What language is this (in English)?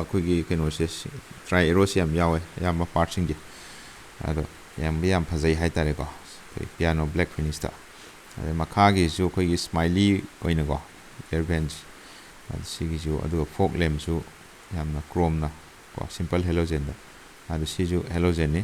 Manipuri